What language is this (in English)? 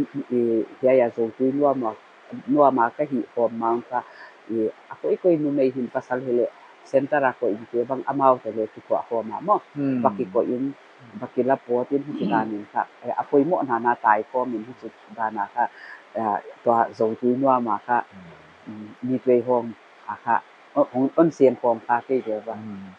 Paite Chin